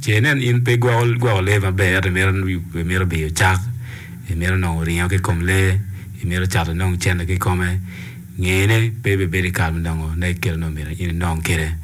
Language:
Acoli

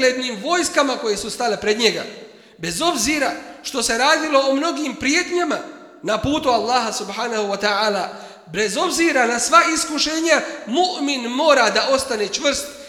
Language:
Bosnian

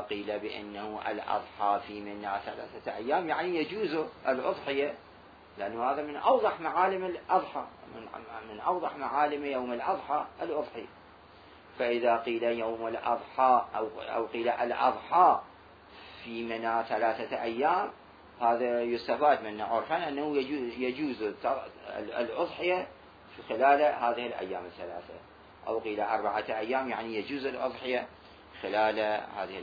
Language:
Mesopotamian Arabic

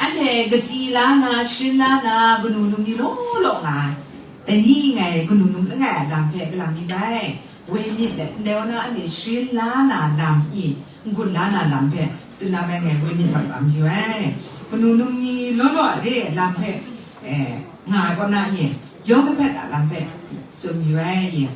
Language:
Kachin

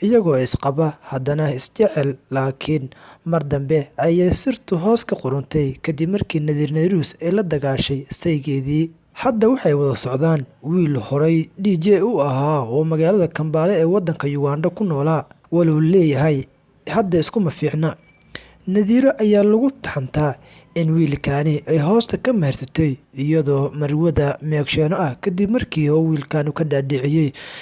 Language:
Somali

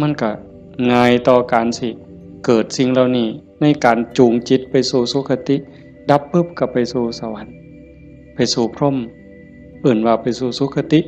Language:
Northeastern Thai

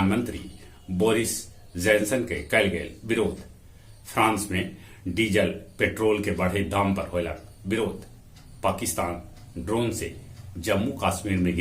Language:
Magahi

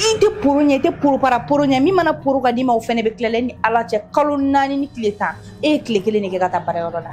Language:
Bambara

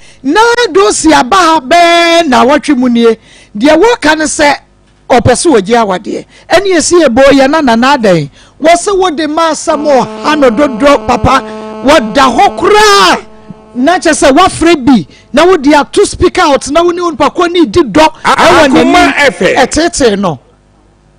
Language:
Akan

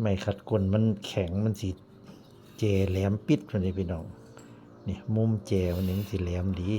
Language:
Northeastern Thai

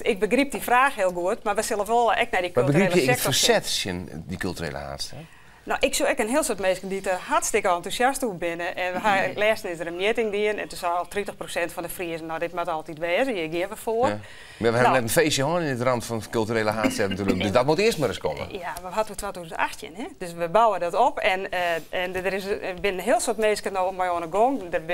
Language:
Western Frisian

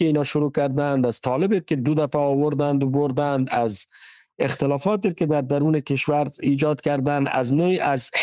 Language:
Persian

